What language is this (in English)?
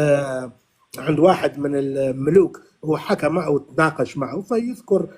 North Levantine Arabic